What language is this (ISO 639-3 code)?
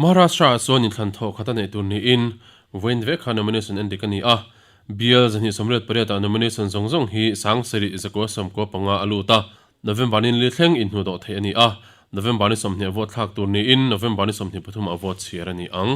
lus